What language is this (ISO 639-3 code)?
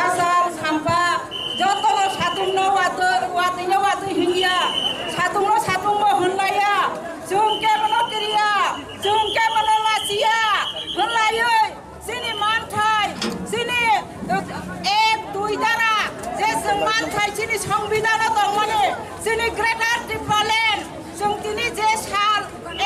trp